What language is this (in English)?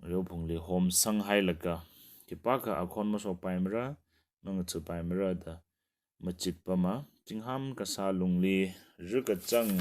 Tangkhul Naga (India)